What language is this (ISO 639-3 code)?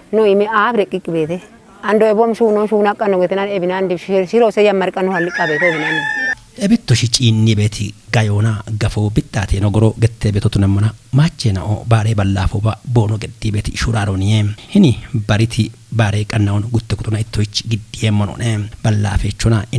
kbr